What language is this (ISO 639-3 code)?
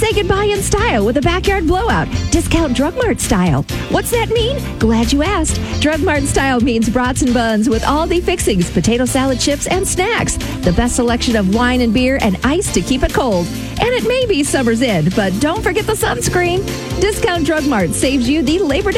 eng